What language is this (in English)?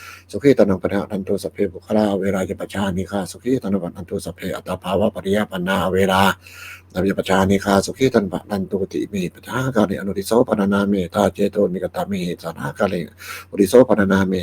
Pali